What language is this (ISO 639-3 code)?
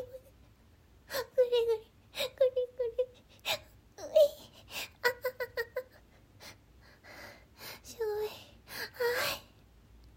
jpn